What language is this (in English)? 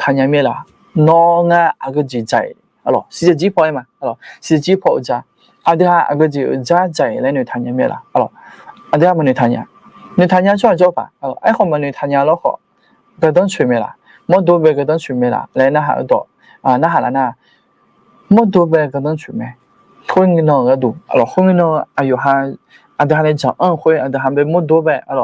Akha